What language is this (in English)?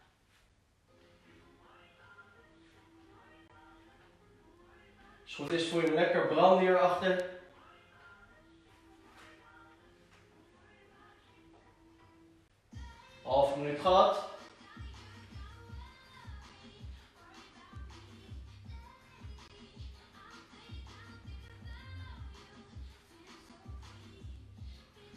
Dutch